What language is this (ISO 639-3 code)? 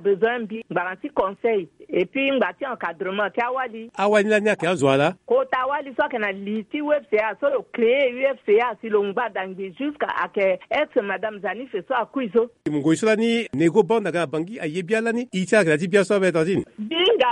sag